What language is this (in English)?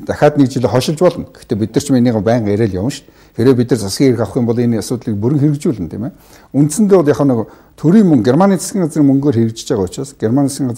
Mongolian